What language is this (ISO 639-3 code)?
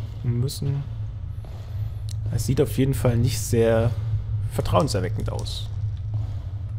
deu